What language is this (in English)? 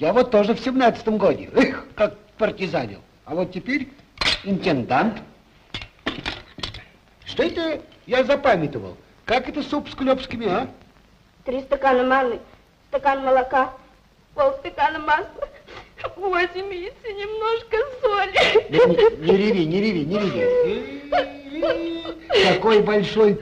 Russian